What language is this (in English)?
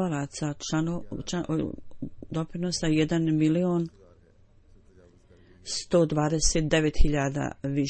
Bosnian